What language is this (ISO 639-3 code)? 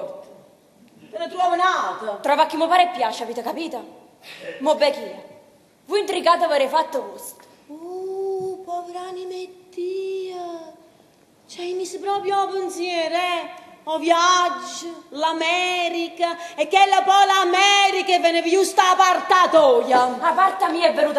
nap